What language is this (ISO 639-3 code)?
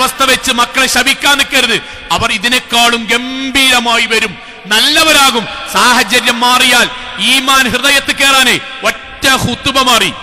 mal